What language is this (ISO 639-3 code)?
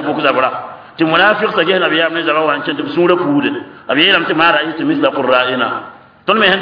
mos